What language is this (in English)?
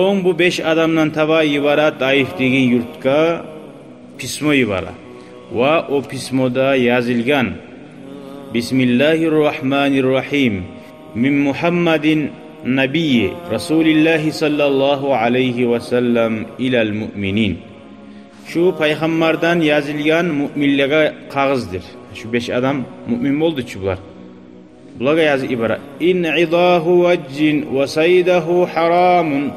Kumyk